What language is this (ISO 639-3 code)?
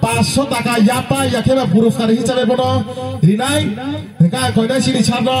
trp